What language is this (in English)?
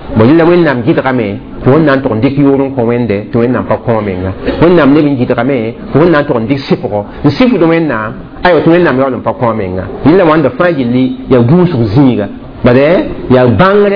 Mossi